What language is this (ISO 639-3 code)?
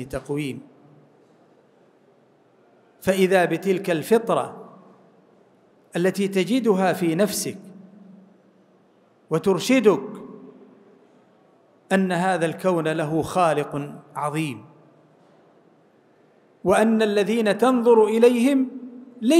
ara